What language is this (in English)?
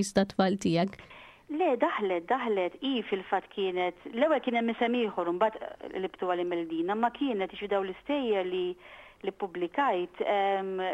Maltese